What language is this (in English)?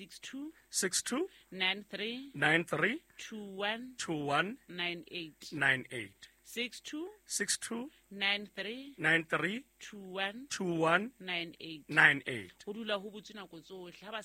Southern Sotho